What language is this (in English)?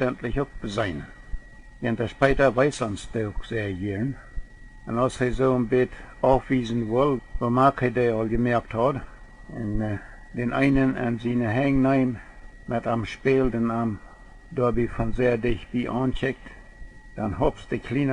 Plautdietsch